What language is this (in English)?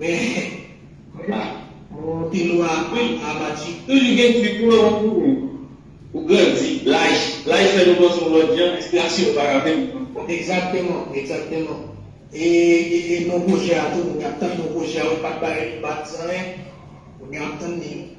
Haitian Creole